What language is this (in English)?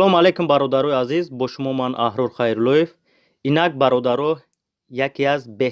Tajik